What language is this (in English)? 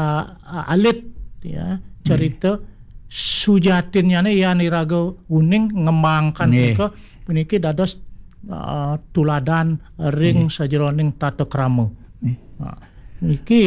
Balinese